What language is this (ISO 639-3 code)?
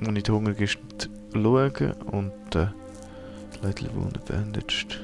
gsw